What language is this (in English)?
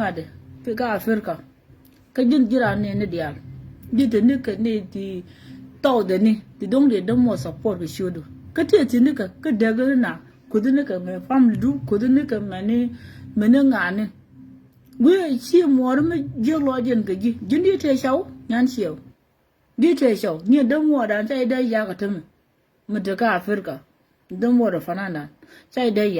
Nuer